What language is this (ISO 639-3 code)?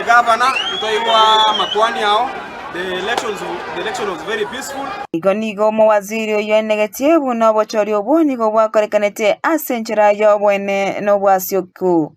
guz